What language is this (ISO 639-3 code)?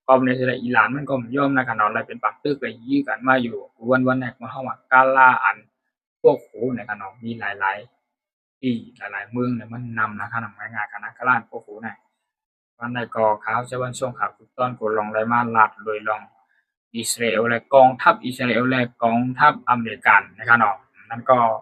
shn